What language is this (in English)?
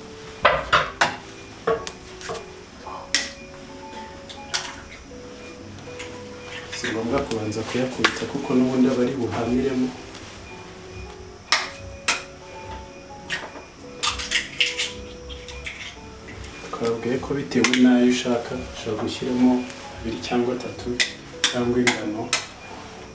Kinyarwanda